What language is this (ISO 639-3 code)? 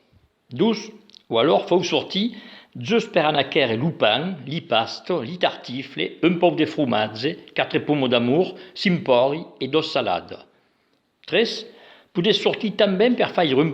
oci